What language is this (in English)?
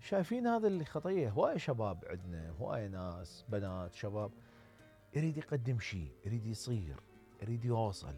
Mesopotamian Arabic